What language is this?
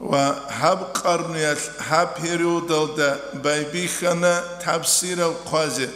Avaric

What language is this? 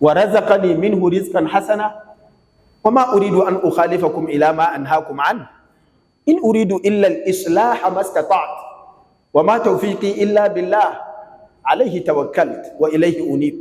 Hausa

